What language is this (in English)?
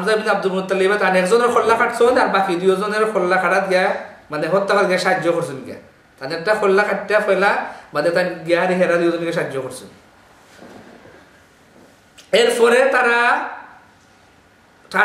Bangla